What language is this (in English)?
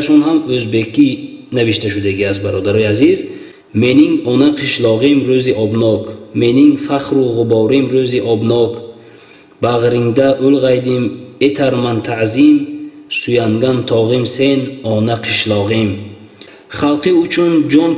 Tajik